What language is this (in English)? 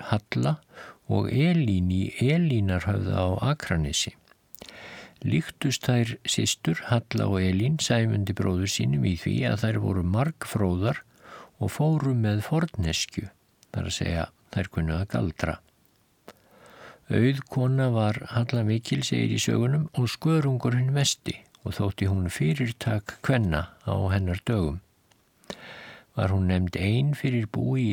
Icelandic